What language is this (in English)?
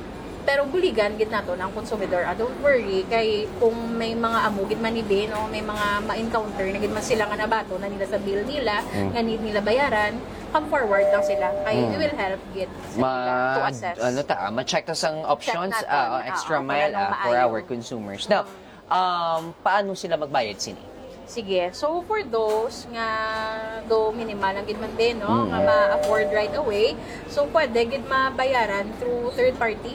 Hiligaynon